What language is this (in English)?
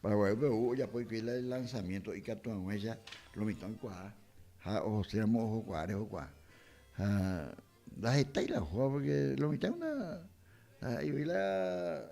Guarani